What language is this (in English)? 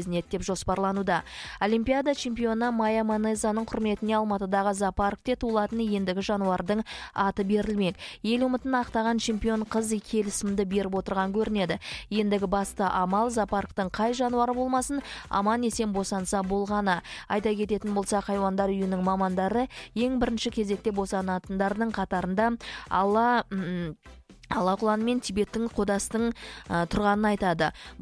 Kazakh